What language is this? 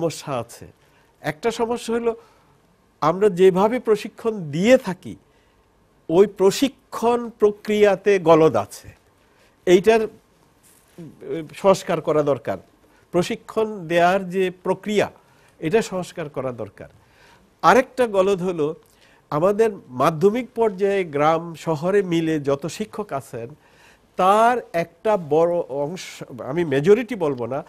Bangla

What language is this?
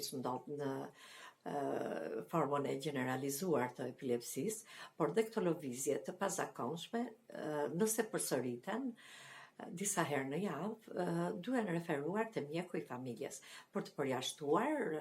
Albanian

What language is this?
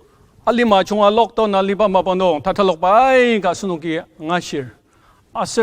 Ao Naga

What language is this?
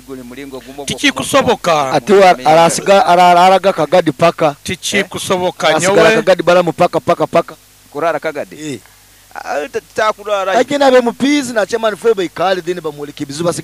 Nyoro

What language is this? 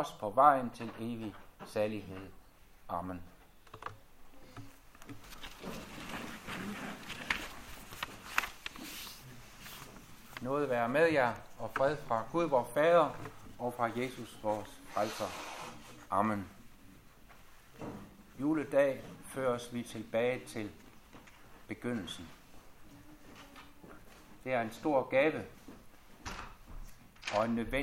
Danish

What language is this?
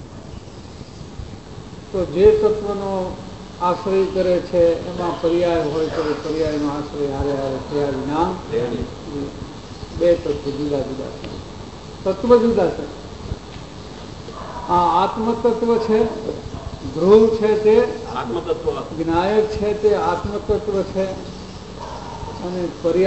Gujarati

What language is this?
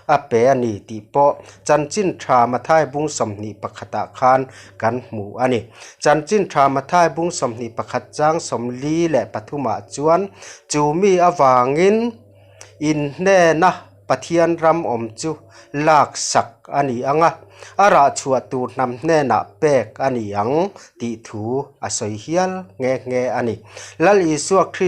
Mizo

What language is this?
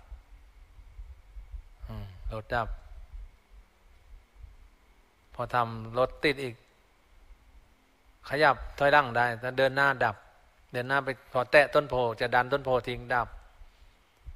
Thai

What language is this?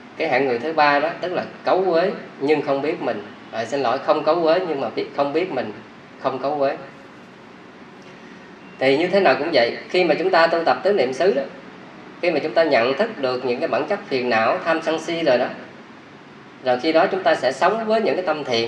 Vietnamese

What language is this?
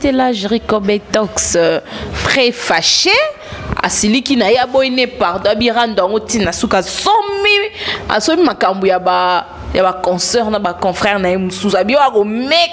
Lingala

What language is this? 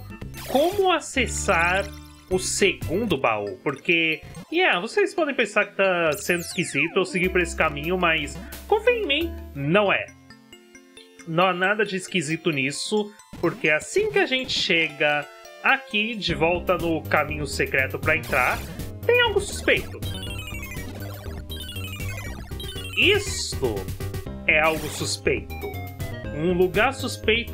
Portuguese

